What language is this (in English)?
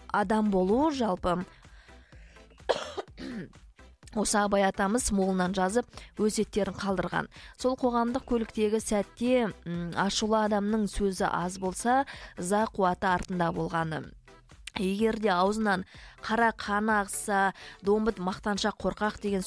Kazakh